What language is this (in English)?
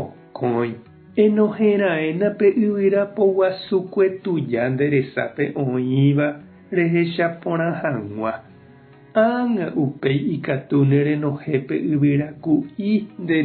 Guarani